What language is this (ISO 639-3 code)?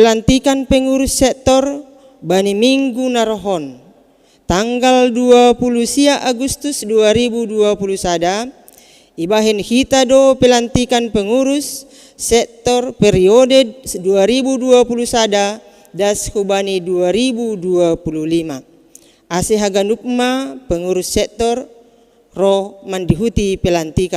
bts